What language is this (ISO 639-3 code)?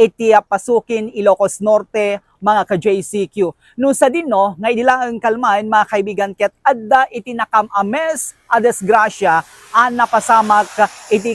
ilo